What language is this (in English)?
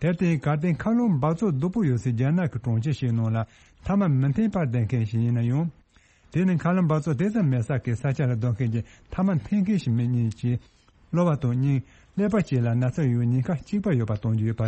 Tibetan